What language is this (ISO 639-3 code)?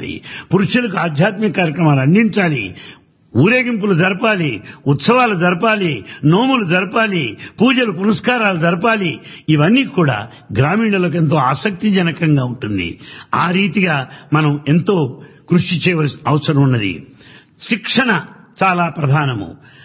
tel